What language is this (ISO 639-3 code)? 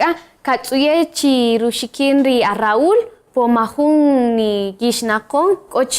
cak